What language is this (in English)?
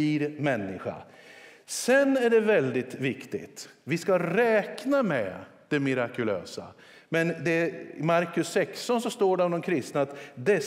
Swedish